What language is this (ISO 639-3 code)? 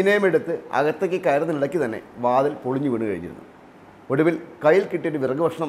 mal